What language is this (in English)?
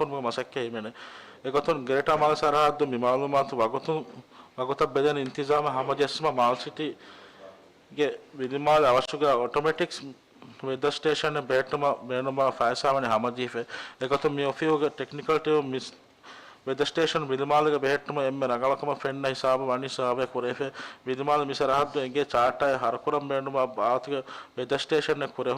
Divehi